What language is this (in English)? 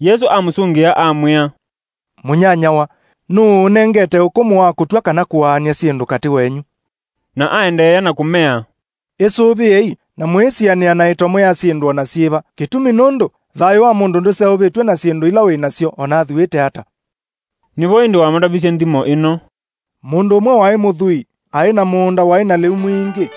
Kamba